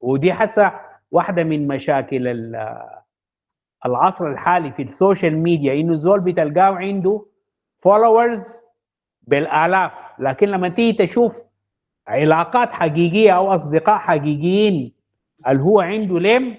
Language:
Sudanese Arabic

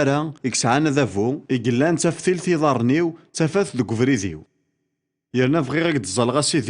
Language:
Kabyle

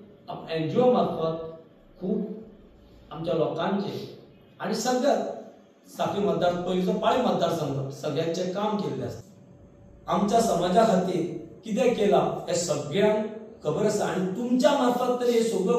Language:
Konkani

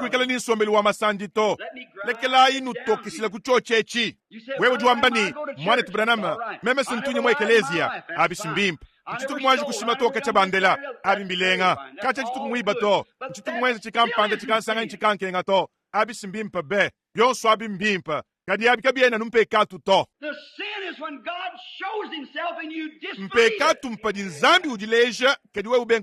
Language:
Luba-Lulua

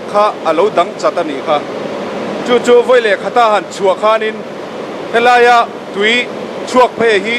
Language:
Mizo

